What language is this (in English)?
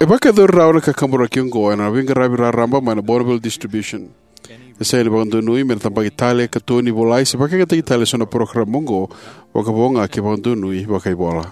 Fijian